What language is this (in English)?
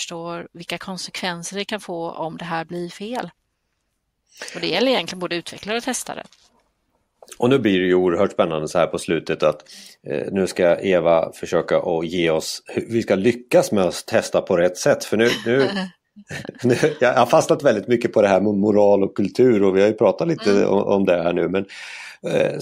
Swedish